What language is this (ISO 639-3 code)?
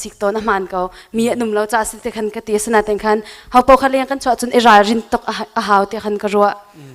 cnh